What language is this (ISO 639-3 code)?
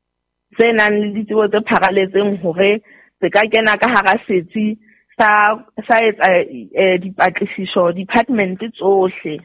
sot